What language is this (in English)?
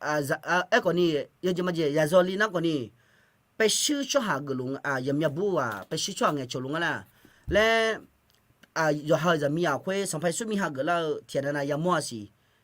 Akha